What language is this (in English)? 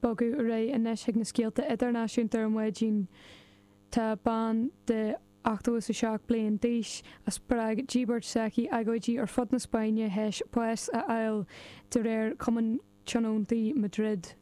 Irish